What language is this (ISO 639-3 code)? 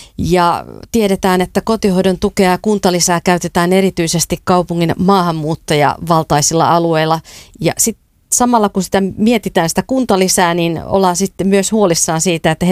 fin